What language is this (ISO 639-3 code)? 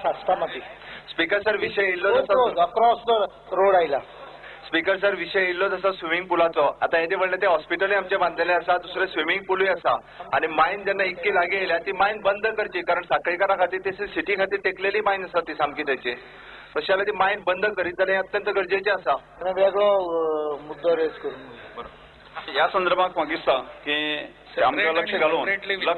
kok